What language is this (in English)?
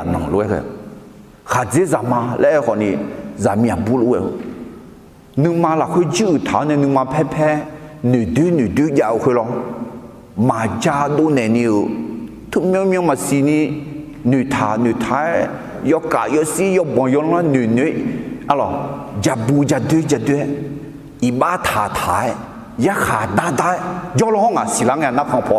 Akha